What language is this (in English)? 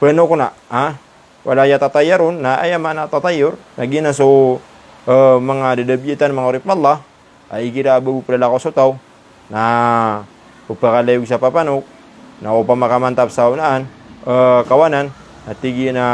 Maranao